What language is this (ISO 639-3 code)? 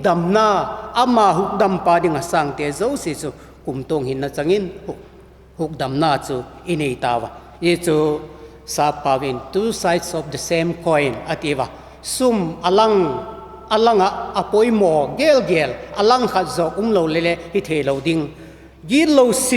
vap